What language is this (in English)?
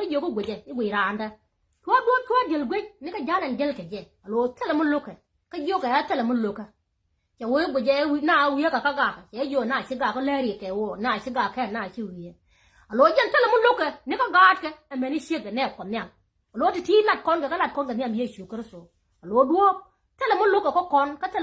Nuer